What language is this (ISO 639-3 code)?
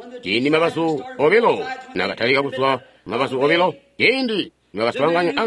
toi